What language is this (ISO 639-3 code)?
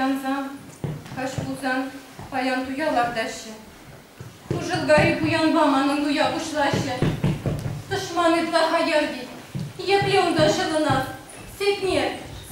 chv